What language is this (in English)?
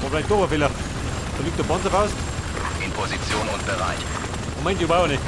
Bavarian